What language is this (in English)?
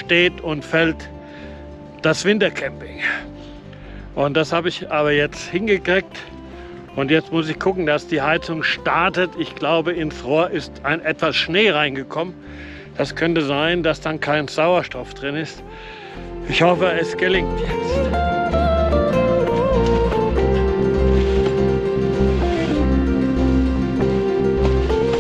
German